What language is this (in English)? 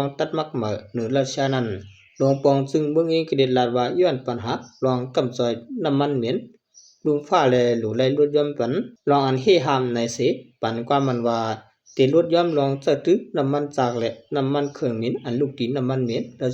Shan